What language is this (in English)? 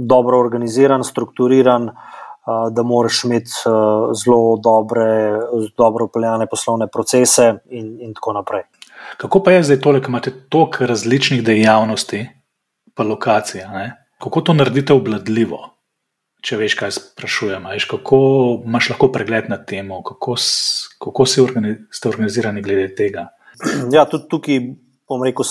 Slovenian